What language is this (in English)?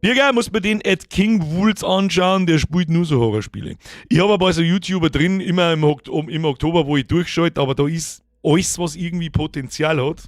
Bavarian